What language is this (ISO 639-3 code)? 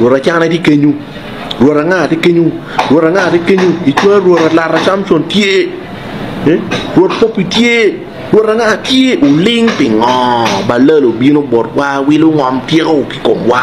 ach